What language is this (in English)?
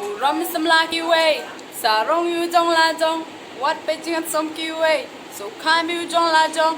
Khasi